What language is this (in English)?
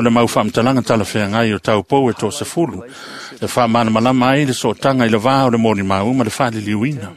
Samoan